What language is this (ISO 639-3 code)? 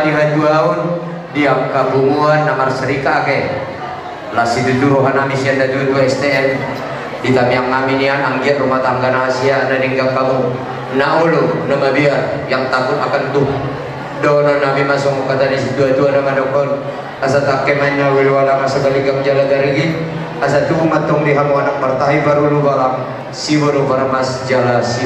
bbc